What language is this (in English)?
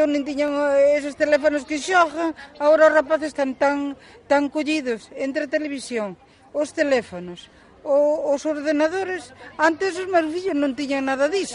Galician